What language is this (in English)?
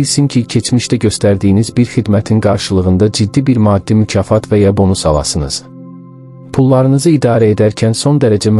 Azerbaijani